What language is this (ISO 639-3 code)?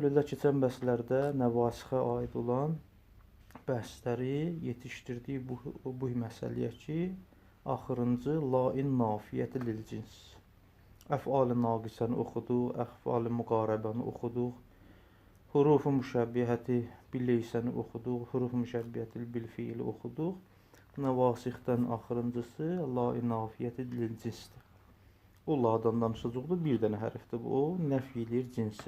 aze